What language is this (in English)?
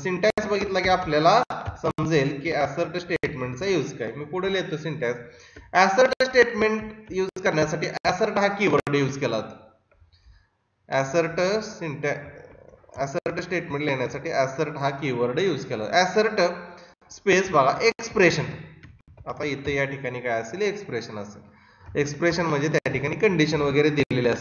Marathi